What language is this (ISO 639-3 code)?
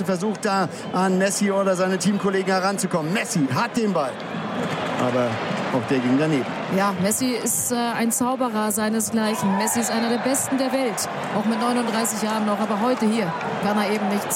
deu